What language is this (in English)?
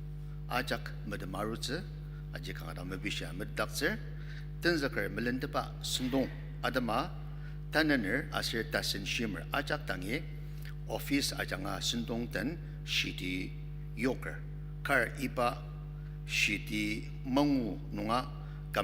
Ao Naga